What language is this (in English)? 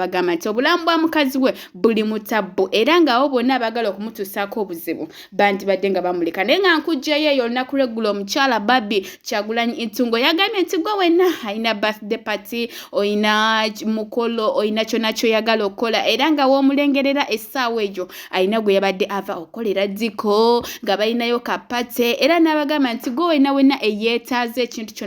Ganda